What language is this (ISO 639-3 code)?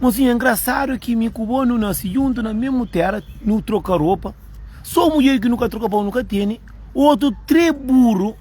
kea